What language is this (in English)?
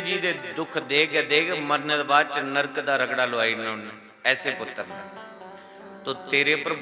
Dogri